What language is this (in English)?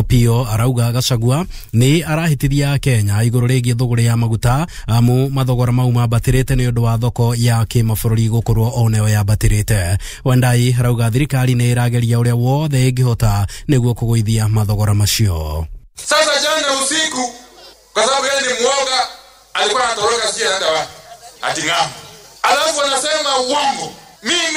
Kikuyu